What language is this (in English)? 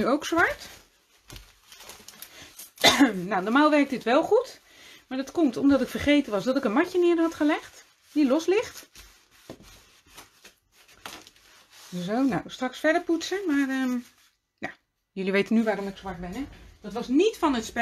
Dutch